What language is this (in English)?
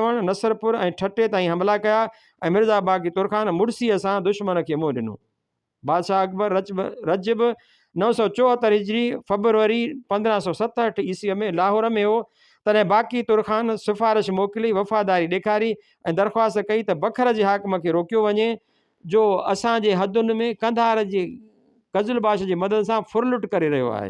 Sindhi